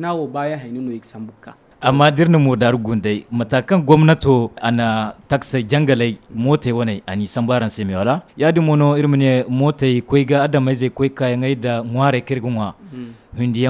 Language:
Zarma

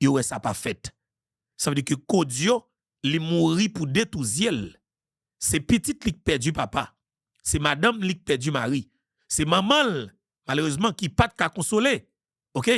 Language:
Haitian Creole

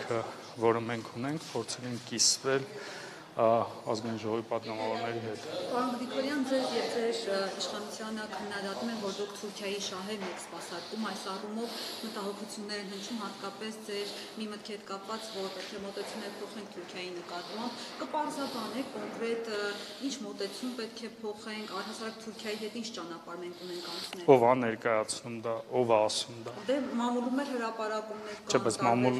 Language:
Armenian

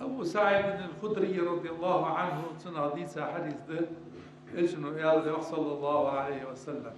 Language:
Ingush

